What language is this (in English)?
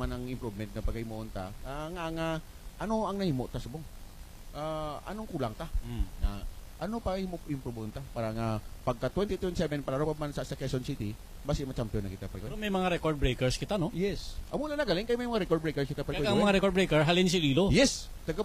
Hiligaynon